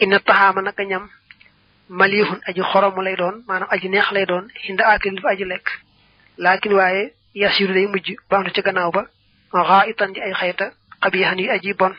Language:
Wolof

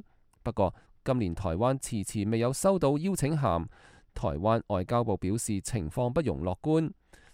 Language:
Cantonese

